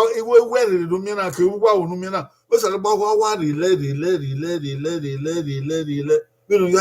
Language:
Bini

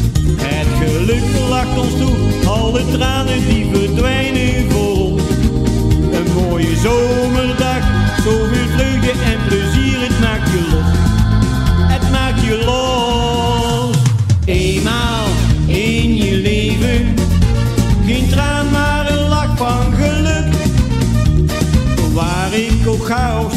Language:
Dutch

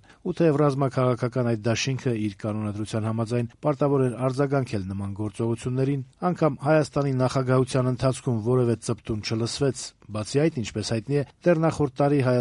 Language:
Armenian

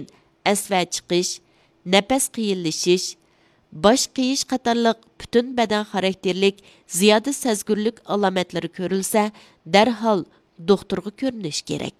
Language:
Uyghur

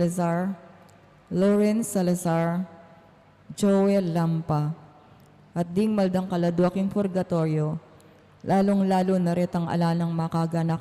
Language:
Pampanga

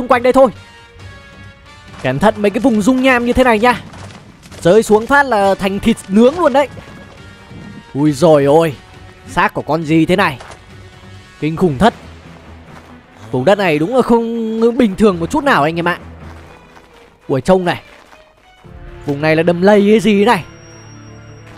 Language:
Vietnamese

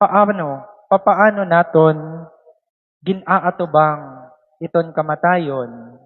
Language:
Waray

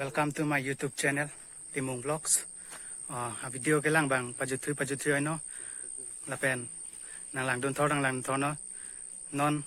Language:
Karbi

